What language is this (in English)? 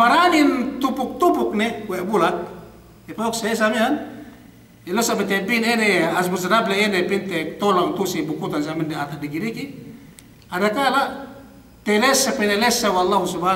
Yakan